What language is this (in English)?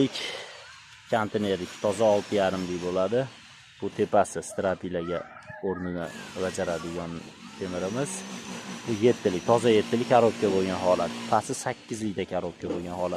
Uzbek